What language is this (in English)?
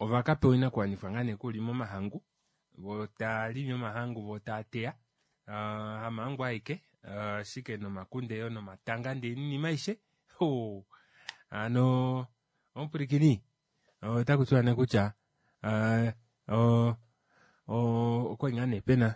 Kuanyama